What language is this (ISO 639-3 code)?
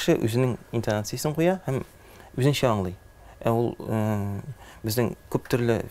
tat